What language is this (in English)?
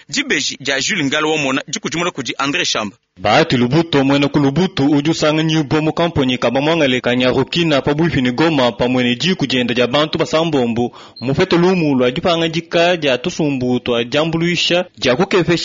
Luba-Lulua